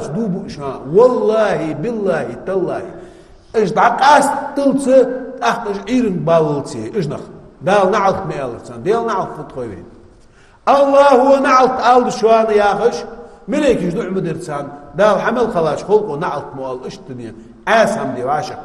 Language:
Ingush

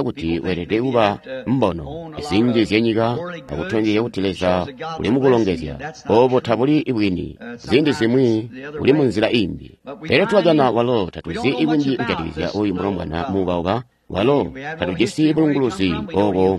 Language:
Tonga (Zambia)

